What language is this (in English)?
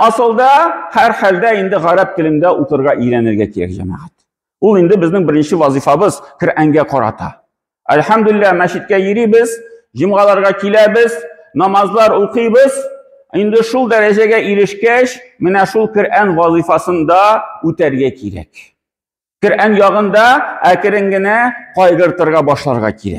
Tatar